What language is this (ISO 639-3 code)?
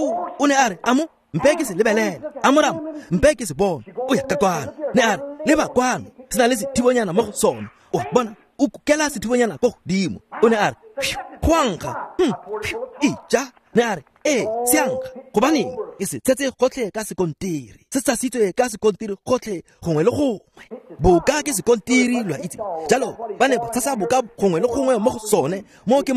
tsn